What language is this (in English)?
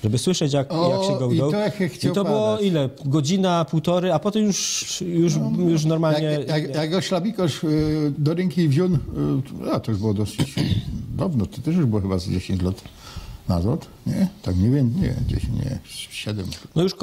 Silesian